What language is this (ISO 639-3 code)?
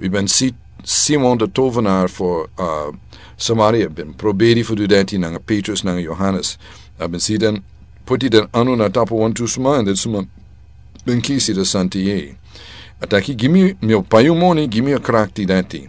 srn